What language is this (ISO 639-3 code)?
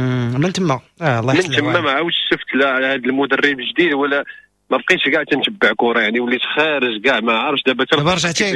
ary